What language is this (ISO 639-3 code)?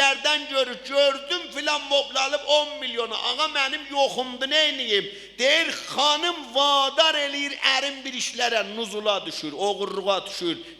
azb